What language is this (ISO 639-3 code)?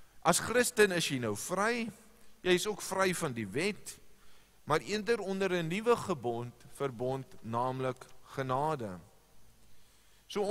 afr